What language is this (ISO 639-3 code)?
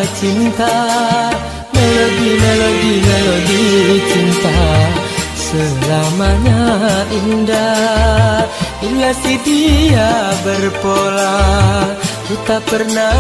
msa